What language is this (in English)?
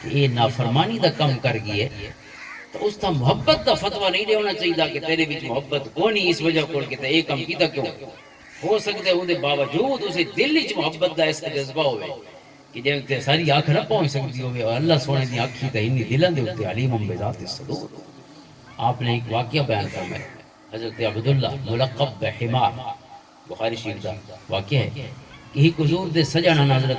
Western Panjabi